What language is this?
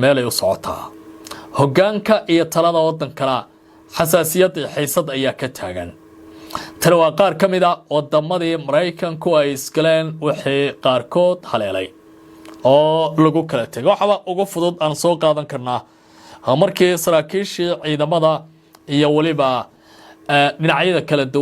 Somali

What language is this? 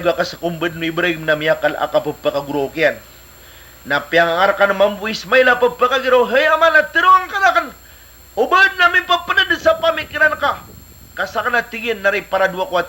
Maranao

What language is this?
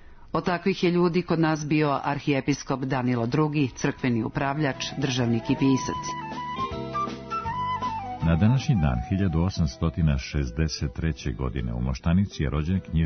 Serbian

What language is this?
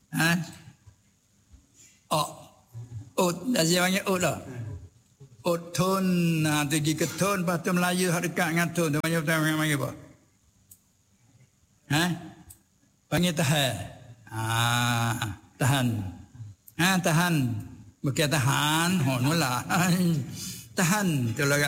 Malay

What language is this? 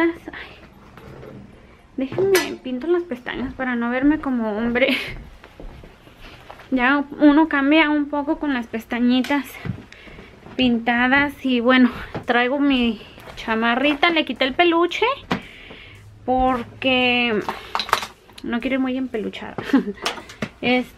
Spanish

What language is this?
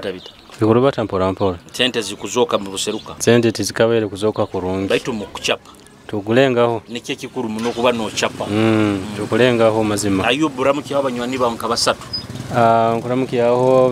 Nyoro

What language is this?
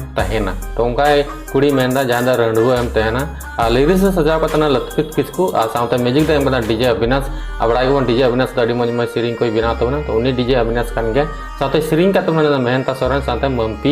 Santali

